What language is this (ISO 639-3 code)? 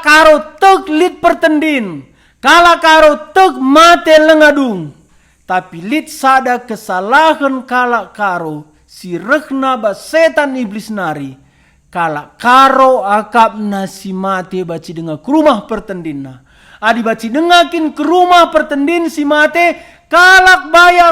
btx